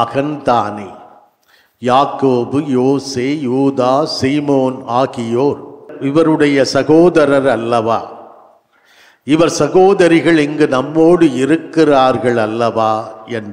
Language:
Tamil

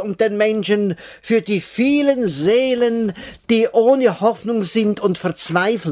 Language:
German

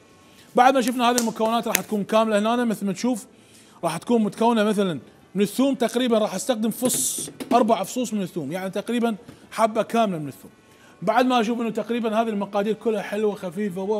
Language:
Mesopotamian Arabic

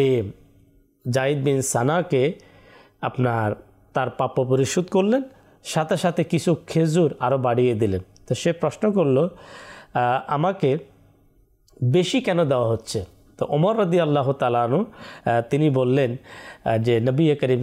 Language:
Bangla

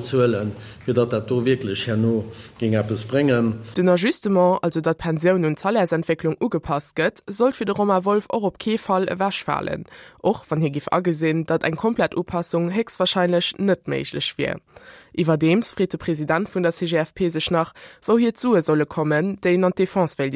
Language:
Luxembourgish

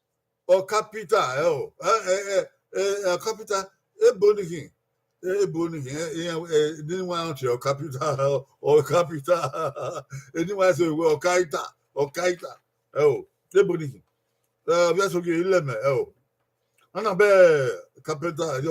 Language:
Bini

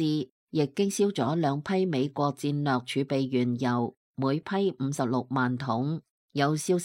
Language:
Cantonese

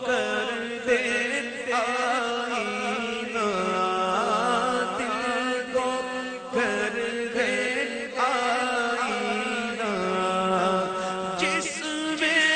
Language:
Urdu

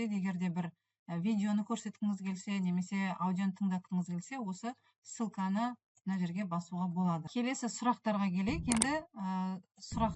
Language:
Kazakh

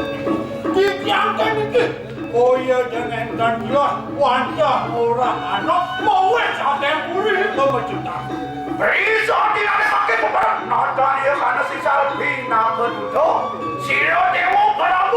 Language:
Balinese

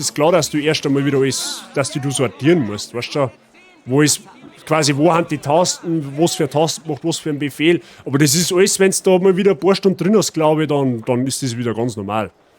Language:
Bavarian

